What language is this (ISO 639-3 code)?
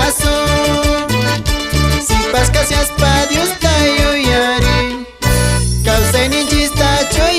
que